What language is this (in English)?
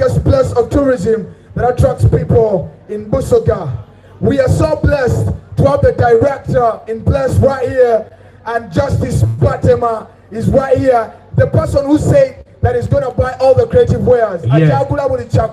Soga